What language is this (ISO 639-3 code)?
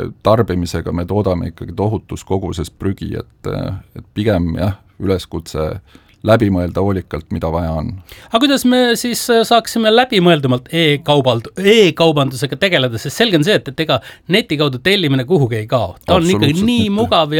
est